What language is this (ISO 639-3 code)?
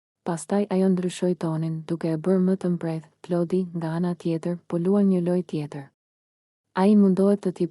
sqi